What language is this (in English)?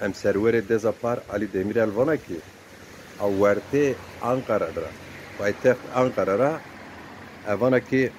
Zaza